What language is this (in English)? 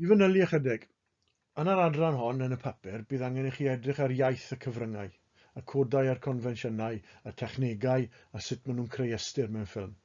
Welsh